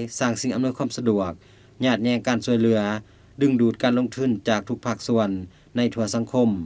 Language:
Lao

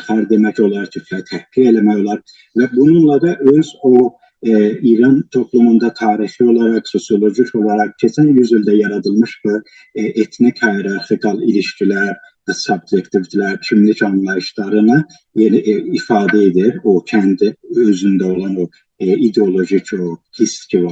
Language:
South Azerbaijani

